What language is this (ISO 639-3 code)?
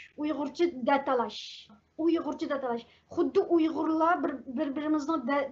uig